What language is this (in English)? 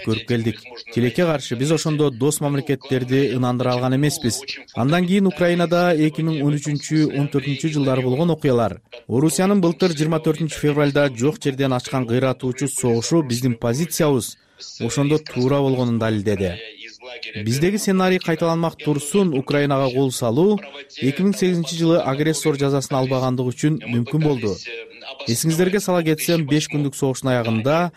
Kyrgyz